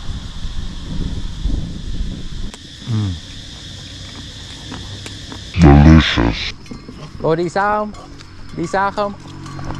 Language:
Vietnamese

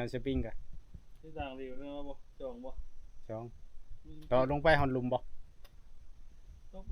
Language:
Northeastern Thai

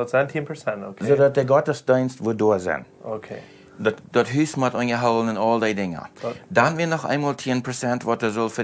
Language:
Plautdietsch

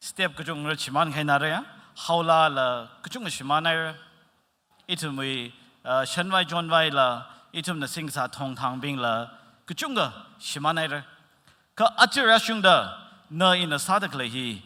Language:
Tangkhul Naga (India)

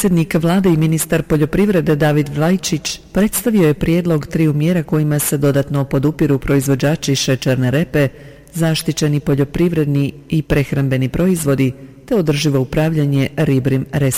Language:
Croatian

